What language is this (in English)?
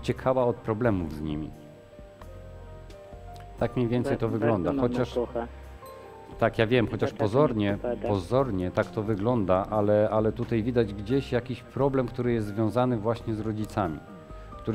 Polish